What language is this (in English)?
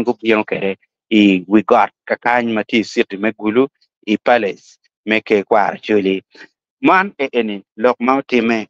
Acoli